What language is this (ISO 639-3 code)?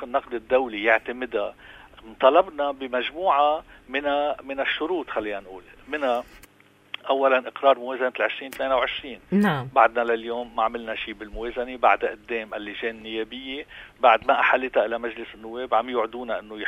apc